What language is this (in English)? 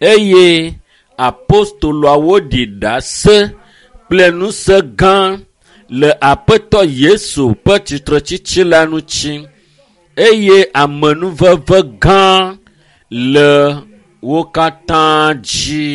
Ewe